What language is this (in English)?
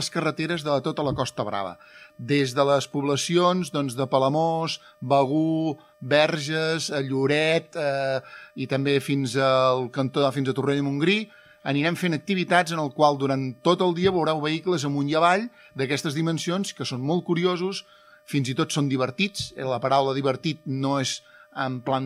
Catalan